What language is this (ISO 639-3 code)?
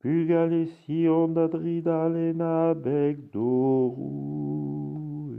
bre